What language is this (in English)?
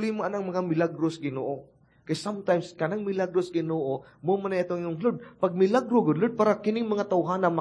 Cebuano